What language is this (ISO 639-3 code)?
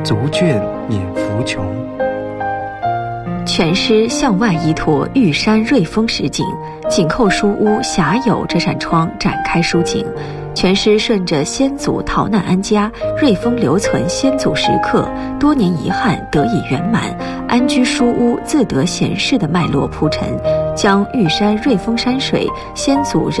zho